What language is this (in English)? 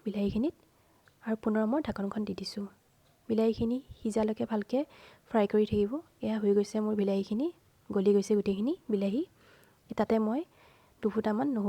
Assamese